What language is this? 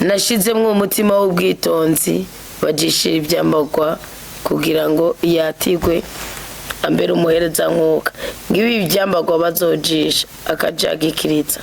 Rundi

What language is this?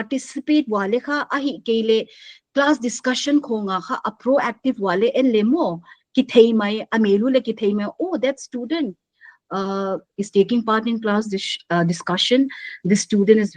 Paite Chin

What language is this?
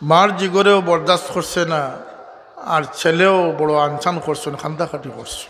Sylheti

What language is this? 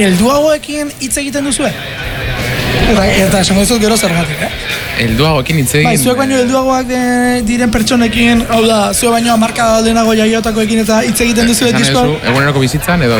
Basque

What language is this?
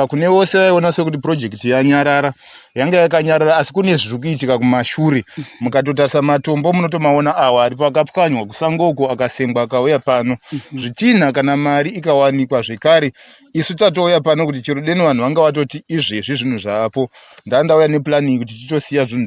Shona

